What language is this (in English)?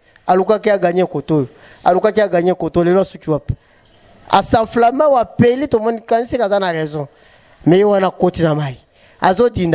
Lingala